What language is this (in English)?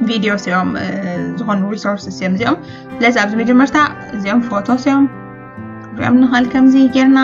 Tigrinya